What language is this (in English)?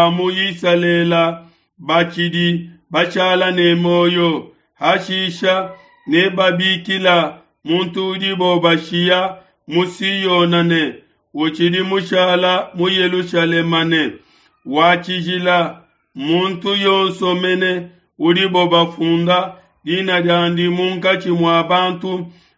Luba-Lulua